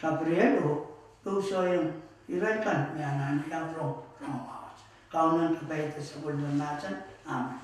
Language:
Pohnpeian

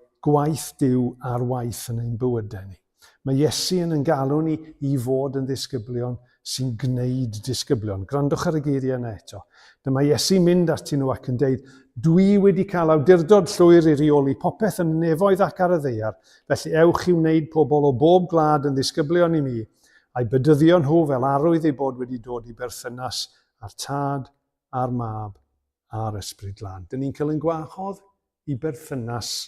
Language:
Welsh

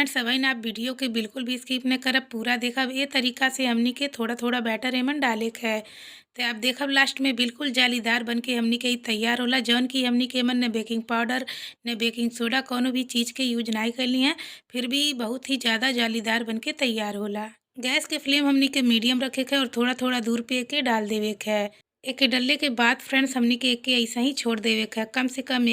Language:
Bhojpuri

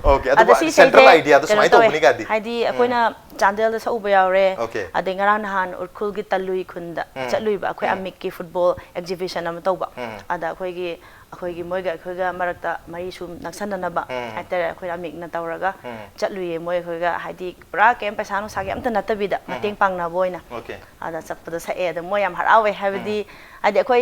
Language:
Manipuri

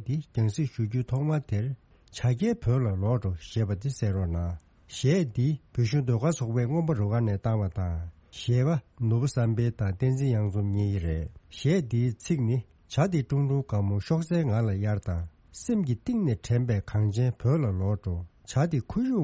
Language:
Tibetan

